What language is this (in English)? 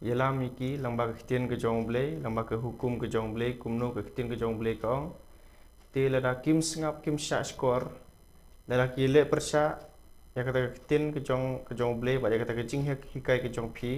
Khasi